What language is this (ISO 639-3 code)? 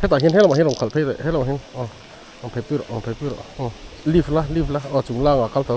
lus